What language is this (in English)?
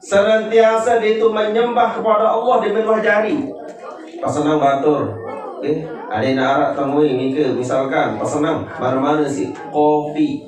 Sasak